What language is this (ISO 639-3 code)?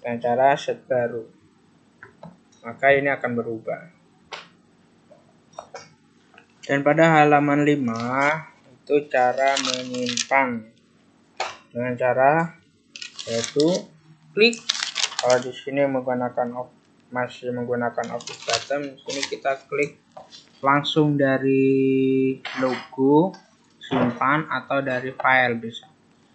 ind